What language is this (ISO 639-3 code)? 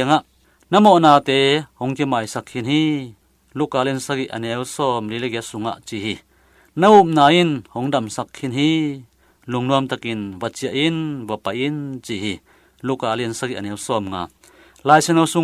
ctd